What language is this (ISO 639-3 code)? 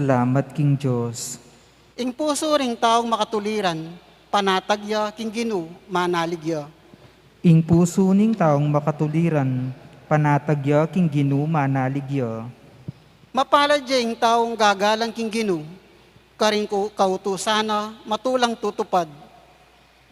pam